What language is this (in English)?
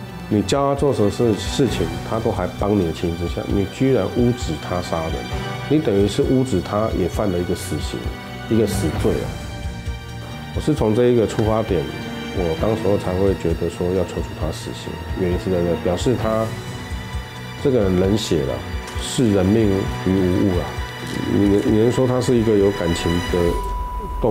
Chinese